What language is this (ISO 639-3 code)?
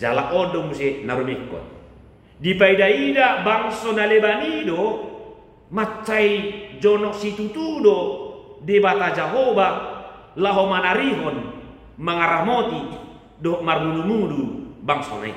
bbc